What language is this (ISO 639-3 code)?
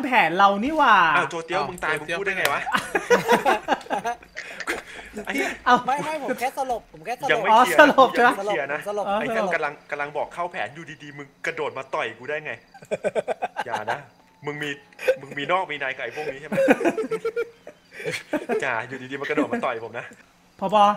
tha